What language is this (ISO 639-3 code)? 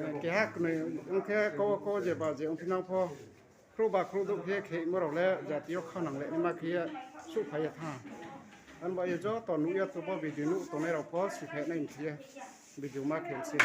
ria